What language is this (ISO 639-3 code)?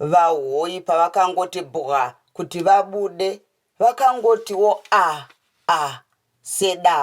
sna